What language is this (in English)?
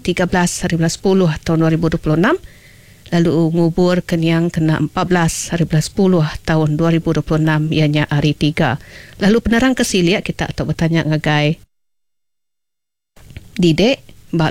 Iban